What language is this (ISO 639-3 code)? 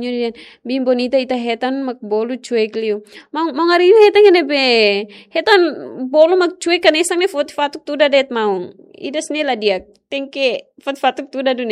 tet